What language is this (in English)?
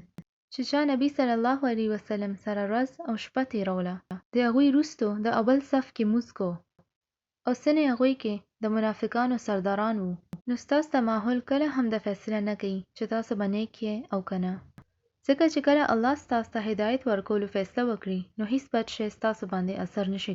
Pashto